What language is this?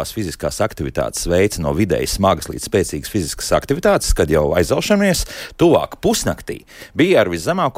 Latvian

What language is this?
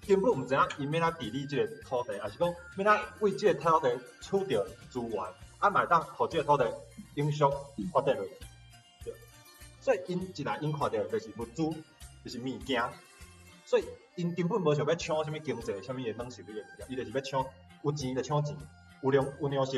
Min Nan Chinese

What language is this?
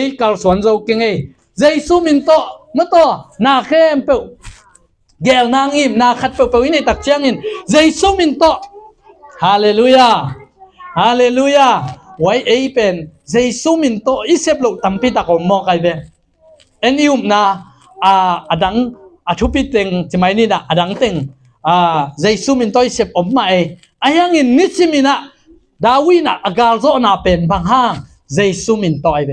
Tedim Chin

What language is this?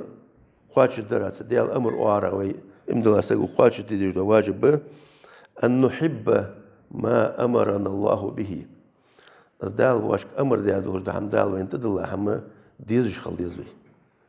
Ingush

